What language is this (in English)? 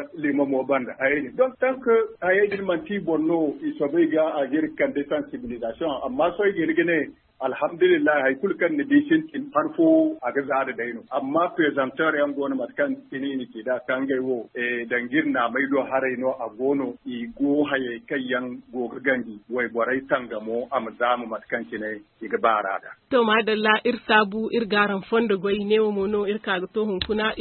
Zarma